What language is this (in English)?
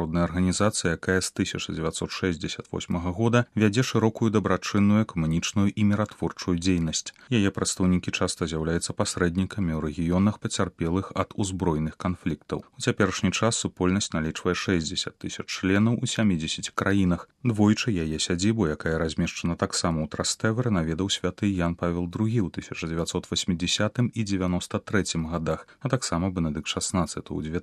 Belarusian